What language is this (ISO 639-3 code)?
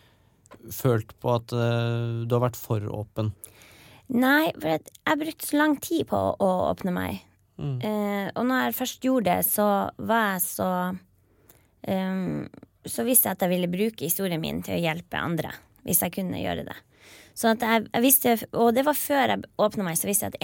nor